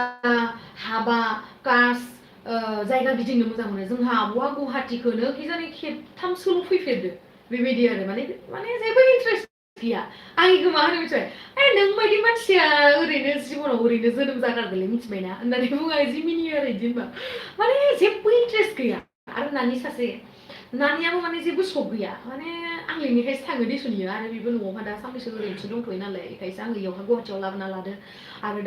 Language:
Bodo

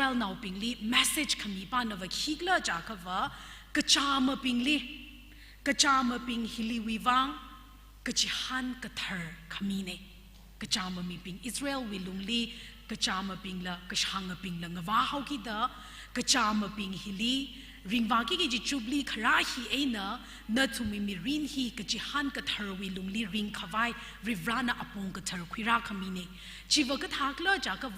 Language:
Tangkhul Naga (India)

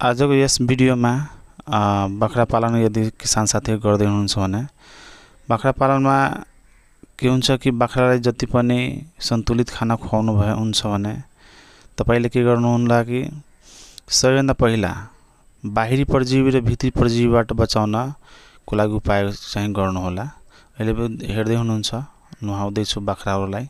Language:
Nepali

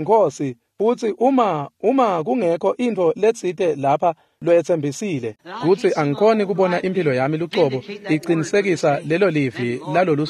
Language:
Swati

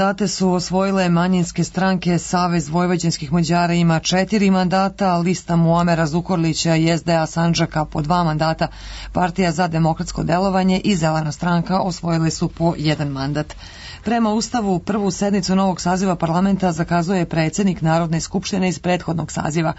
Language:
Serbian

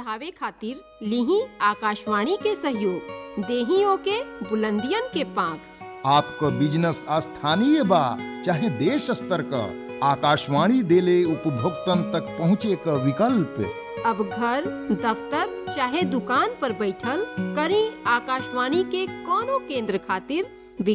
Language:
Bhojpuri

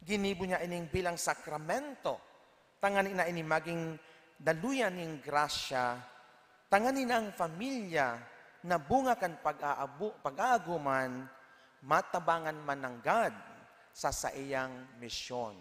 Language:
Bikol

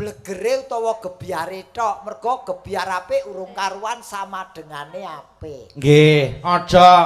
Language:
Javanese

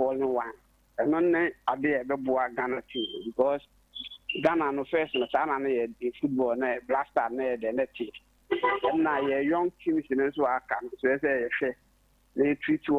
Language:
Akan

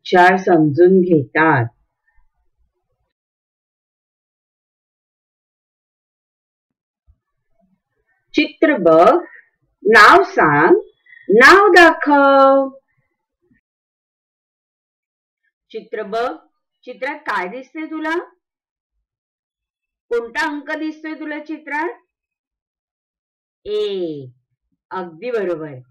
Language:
Marathi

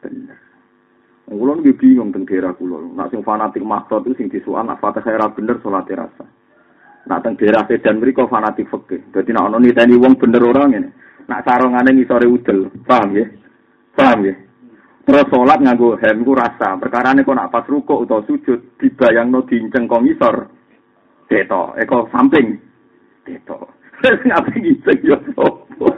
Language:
Javanese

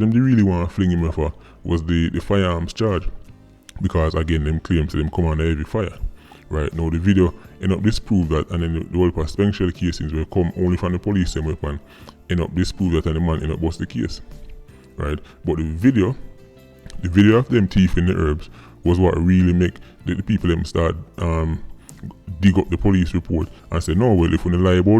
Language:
Jamaican Creole English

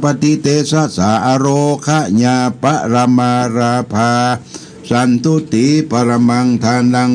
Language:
Pali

